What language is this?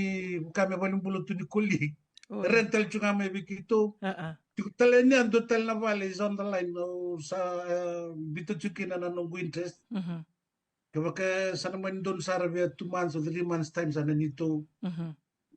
Fijian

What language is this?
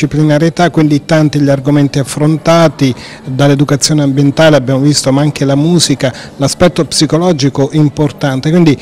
Italian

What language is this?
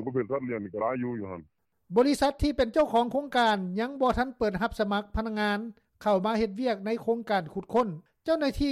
Lao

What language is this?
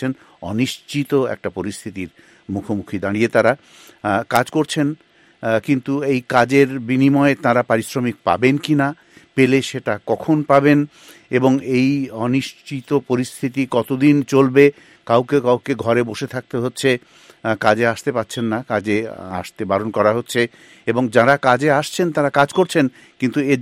Bangla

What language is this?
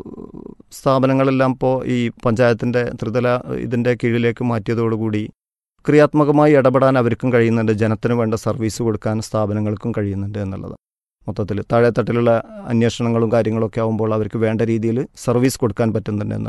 Malayalam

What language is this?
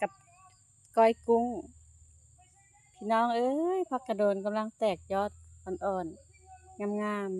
Lao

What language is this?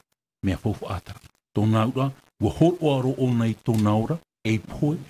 Tahitian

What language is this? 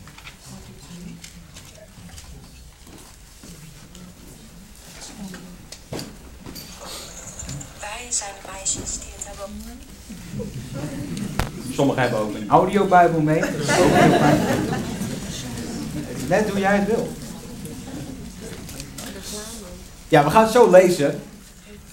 Dutch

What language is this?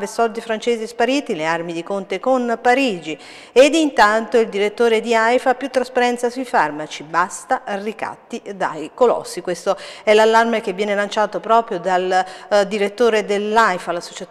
Italian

